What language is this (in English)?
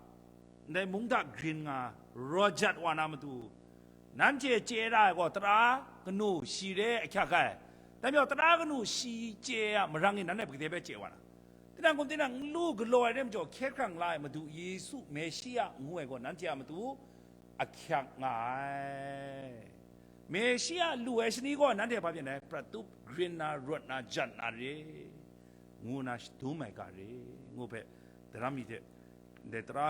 Kachin